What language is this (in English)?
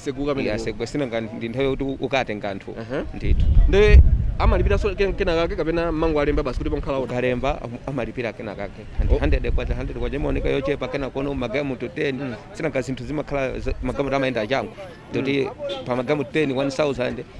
Nyanja